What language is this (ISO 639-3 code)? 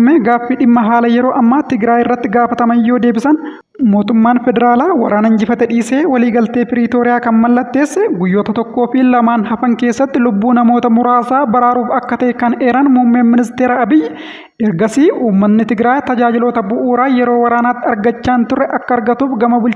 orm